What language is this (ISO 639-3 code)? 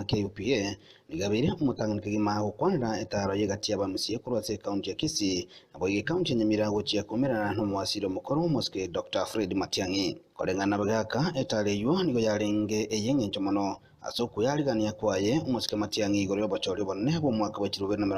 guz